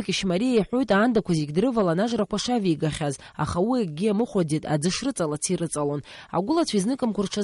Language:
Abkhazian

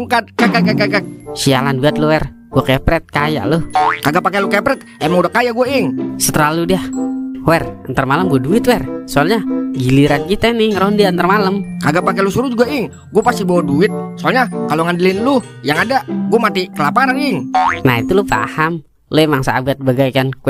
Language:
Betawi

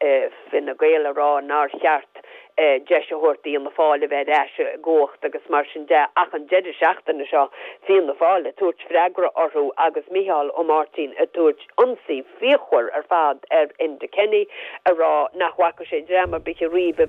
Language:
Irish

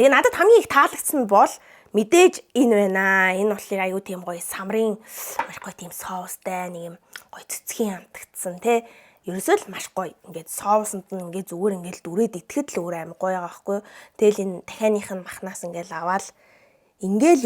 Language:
Mongolian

